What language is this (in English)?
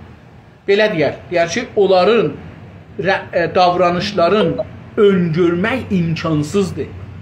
South Azerbaijani